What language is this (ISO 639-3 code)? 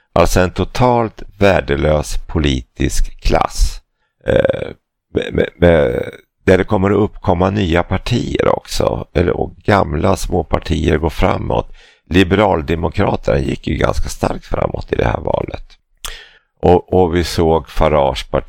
swe